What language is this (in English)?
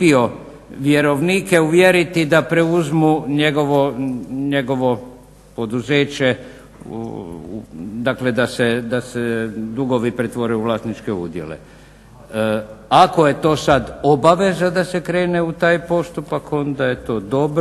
Croatian